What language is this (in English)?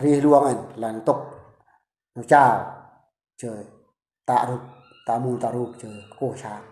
Eastern Bru